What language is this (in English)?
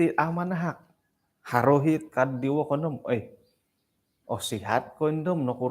Central Dusun